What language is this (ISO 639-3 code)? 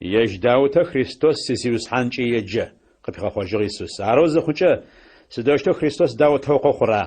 ady